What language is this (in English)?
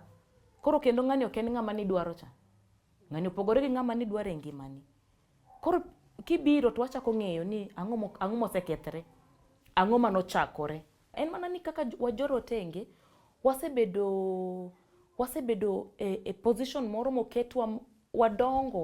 Luo (Kenya and Tanzania)